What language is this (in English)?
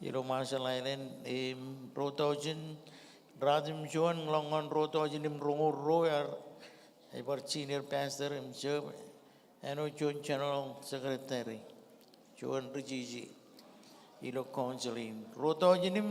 Marshallese